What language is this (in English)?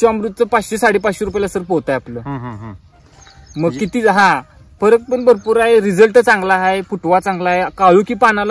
Marathi